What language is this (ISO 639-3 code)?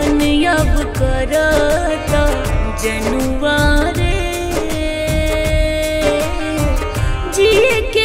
bho